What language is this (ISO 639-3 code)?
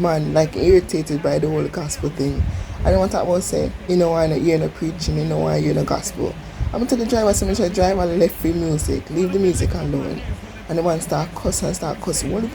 jam